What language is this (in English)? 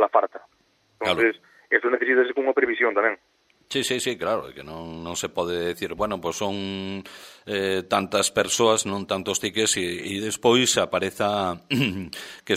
Galician